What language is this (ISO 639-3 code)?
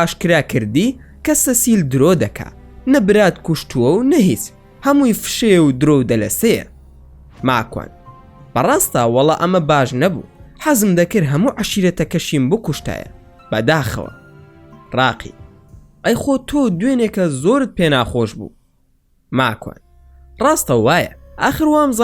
ckb